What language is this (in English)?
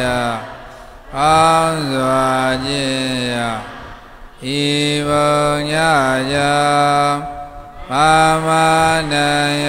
Burmese